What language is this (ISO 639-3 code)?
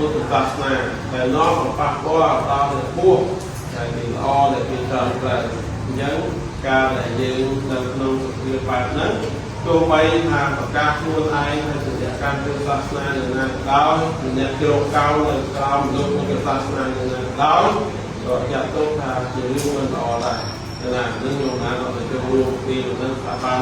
khm